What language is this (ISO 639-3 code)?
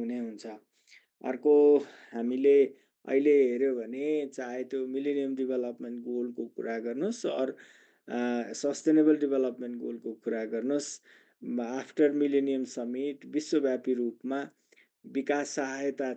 nep